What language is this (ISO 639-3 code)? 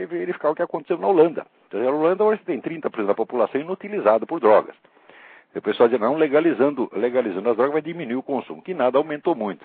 por